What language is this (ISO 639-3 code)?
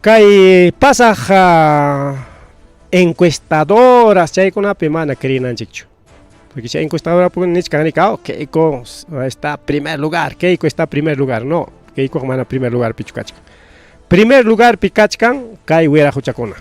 quy